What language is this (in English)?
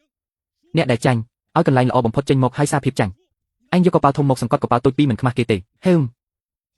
Khmer